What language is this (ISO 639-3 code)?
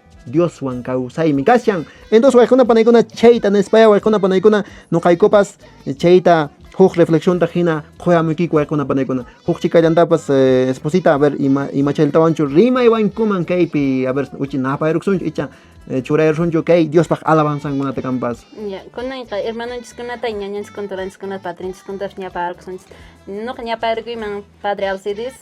que